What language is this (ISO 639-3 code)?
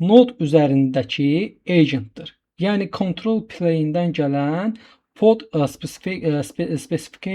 aze